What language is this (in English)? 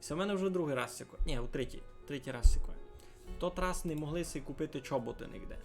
Rusyn